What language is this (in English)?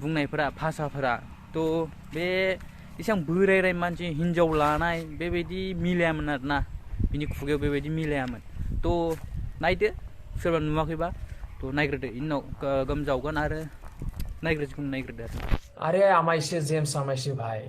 Bodo